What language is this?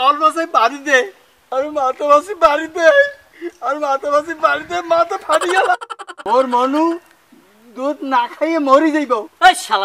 Bangla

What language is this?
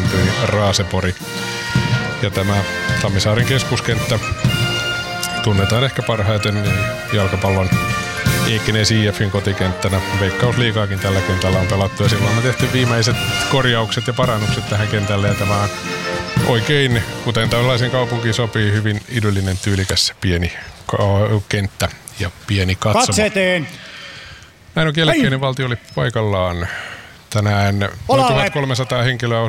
Finnish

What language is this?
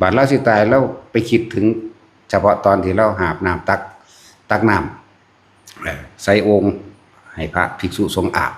Northeastern Thai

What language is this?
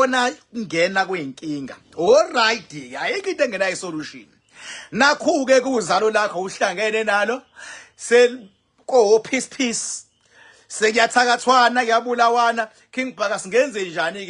Zulu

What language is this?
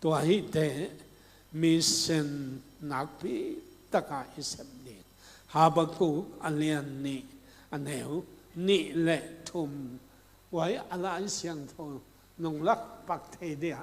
Tedim Chin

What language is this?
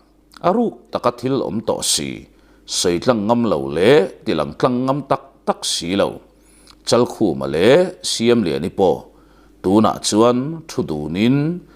Mizo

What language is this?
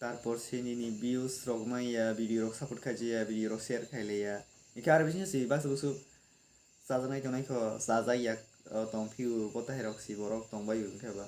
Kok Borok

